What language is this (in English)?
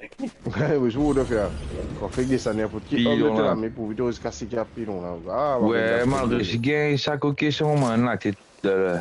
Morisyen